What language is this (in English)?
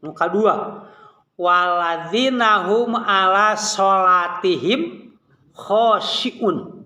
Sundanese